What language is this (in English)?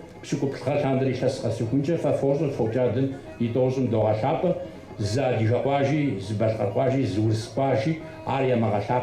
Kabardian